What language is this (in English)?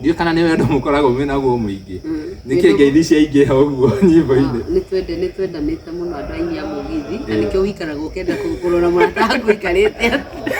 Kikuyu